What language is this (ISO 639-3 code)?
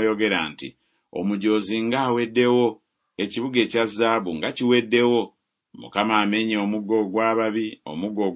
lug